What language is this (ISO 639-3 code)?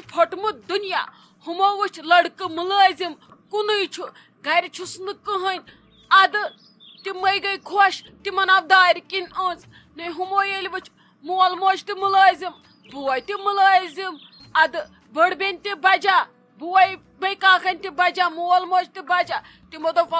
kas